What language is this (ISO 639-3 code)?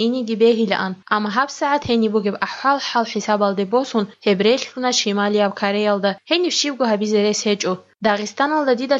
ava